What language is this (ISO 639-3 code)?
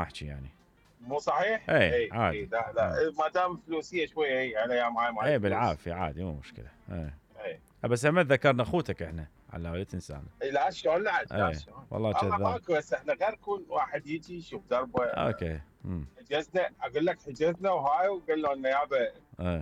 acm